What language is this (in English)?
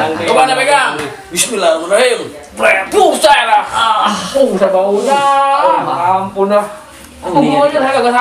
Betawi